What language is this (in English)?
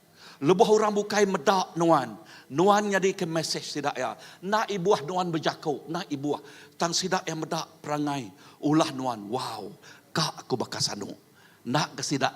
Iban